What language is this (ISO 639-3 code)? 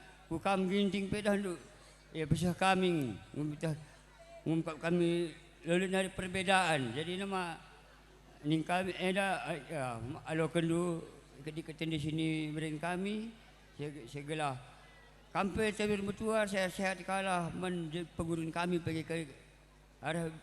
btx